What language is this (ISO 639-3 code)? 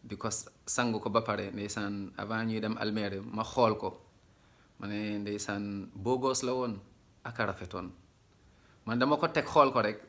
wol